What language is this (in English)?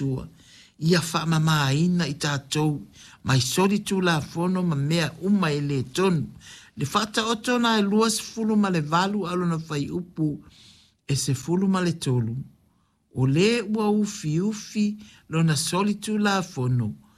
Samoan